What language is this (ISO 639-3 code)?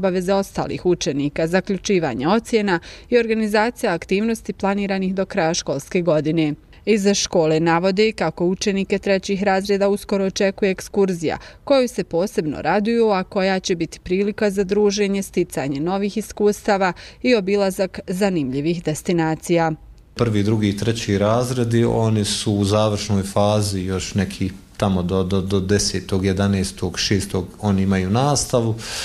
bos